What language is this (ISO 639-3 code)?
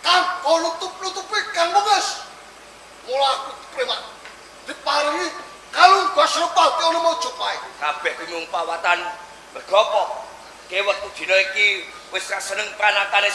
jav